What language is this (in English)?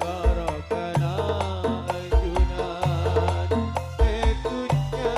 Madurese